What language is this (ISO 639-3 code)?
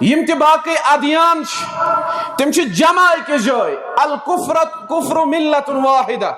kas